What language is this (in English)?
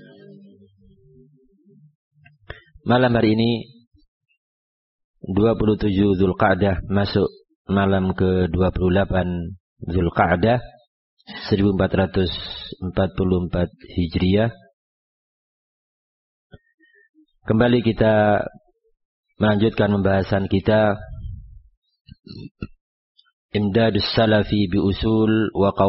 Indonesian